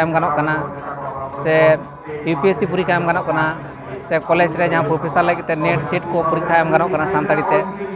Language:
Santali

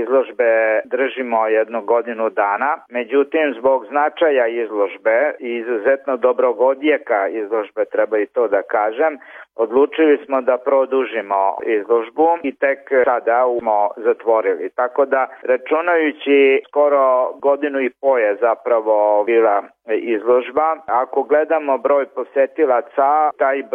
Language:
Serbian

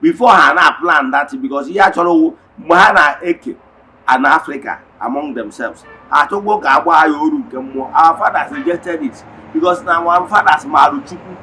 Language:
Igbo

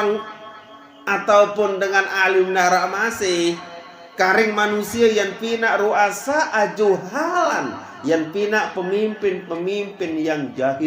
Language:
Sasak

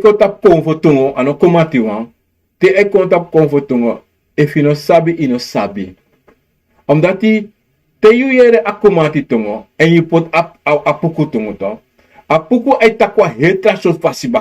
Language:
Sranan Tongo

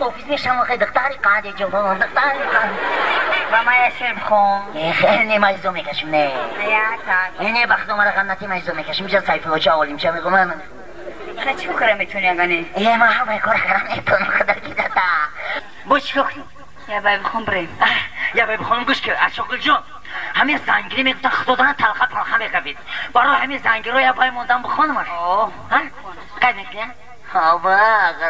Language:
Tajik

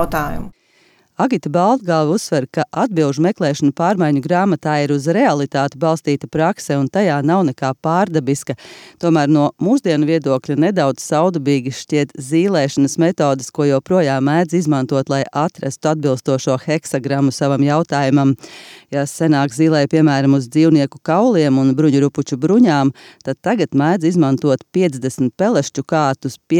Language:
Latvian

